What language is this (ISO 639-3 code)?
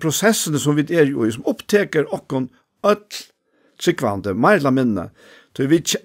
fao